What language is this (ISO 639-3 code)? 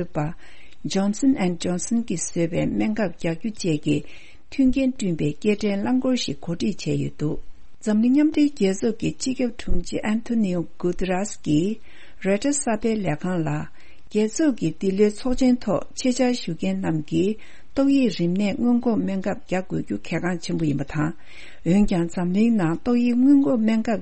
bod